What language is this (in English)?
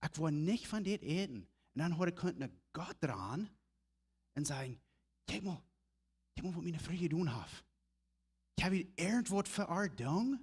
Plautdietsch